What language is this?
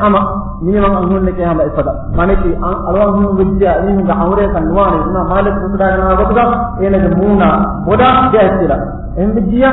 Divehi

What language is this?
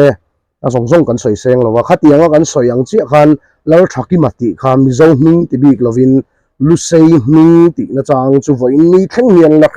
Mizo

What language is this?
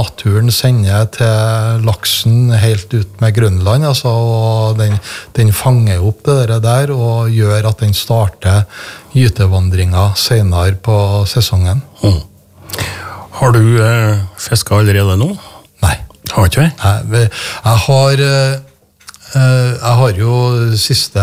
Norwegian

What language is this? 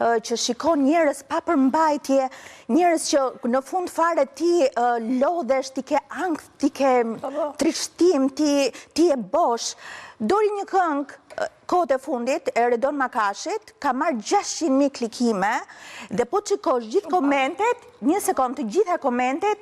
Albanian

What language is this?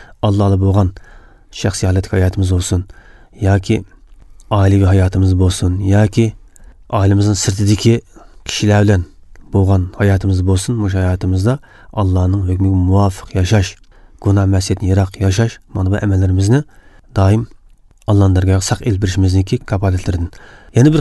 Uzbek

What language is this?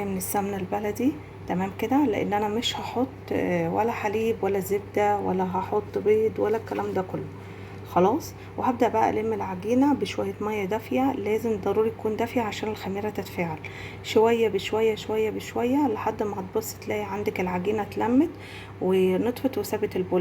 Egyptian Arabic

